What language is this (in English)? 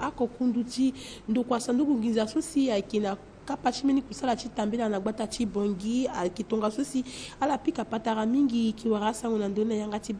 Sango